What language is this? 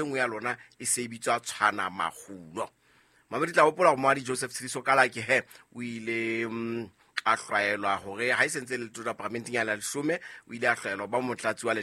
Southern Sotho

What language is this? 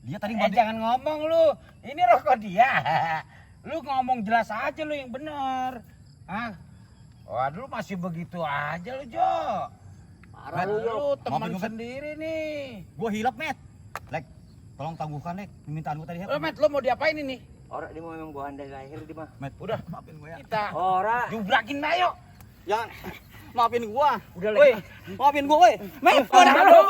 Betawi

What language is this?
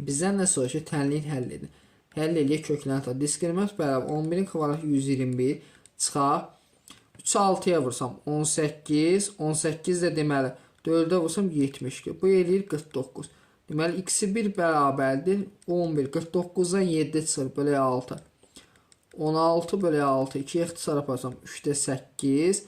Azerbaijani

